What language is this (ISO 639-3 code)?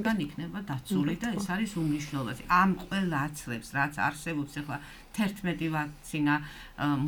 kat